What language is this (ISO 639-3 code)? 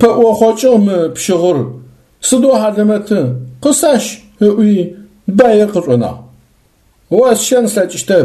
ady